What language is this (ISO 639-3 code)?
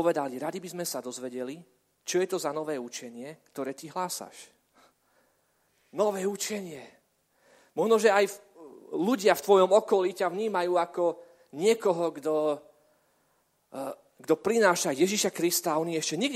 slk